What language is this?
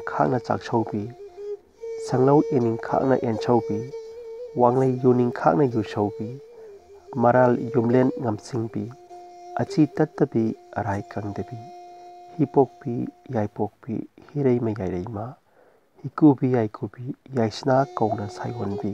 Manipuri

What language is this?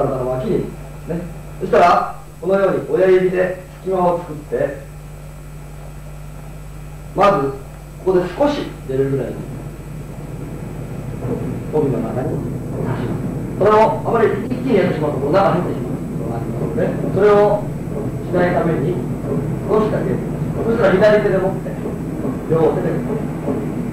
Japanese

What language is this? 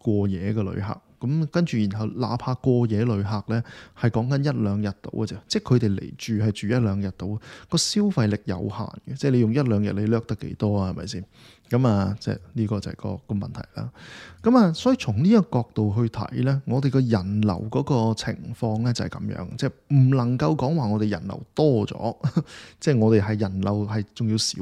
Cantonese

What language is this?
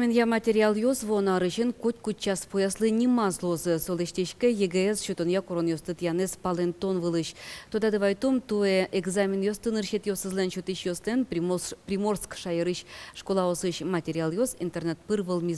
Udmurt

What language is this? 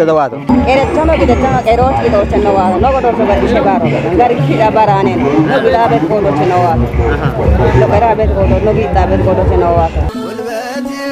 Kafa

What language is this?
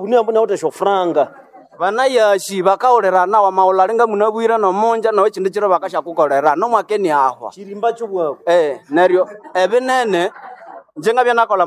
Nande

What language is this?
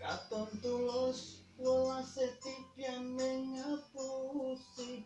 Javanese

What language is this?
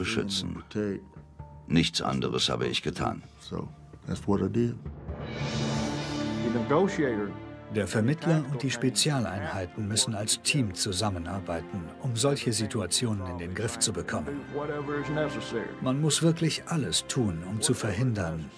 German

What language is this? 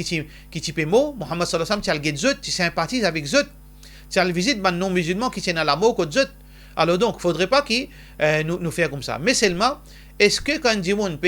Morisyen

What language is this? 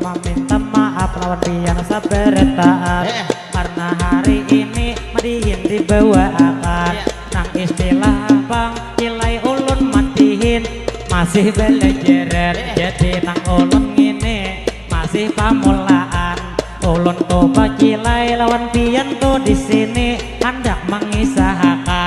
Banjar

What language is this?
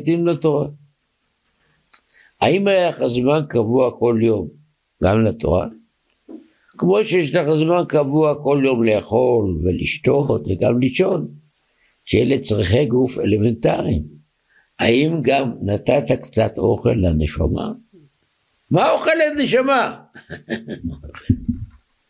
Hebrew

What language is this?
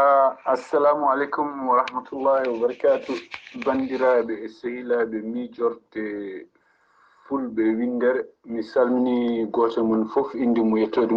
Fula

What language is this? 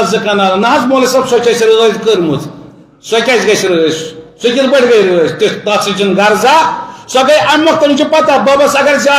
Kashmiri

